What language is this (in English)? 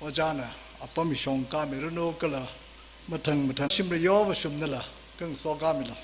Tangkhul Naga (India)